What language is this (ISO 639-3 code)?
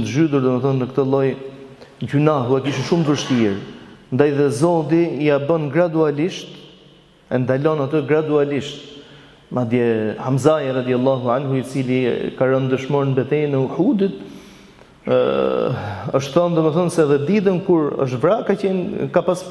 sqi